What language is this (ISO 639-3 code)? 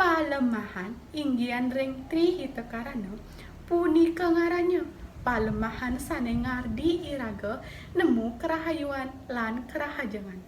ban